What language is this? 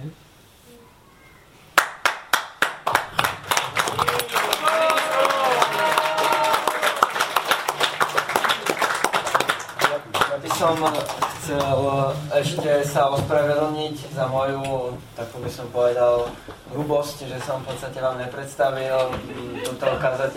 Slovak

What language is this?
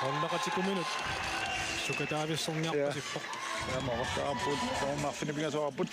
Kalaallisut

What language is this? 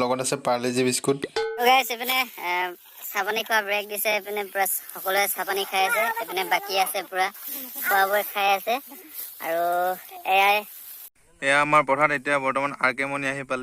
Assamese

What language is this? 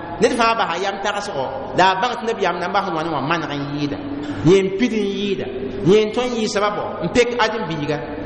Mossi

